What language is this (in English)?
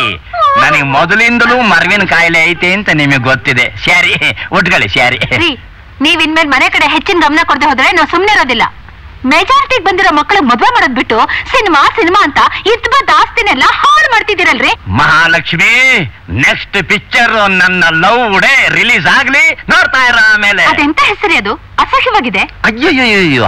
Kannada